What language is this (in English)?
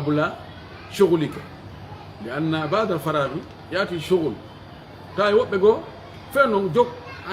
Pular